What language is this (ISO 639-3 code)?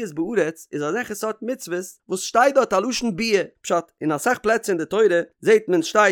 yid